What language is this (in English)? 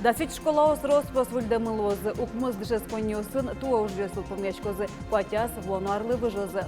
Udmurt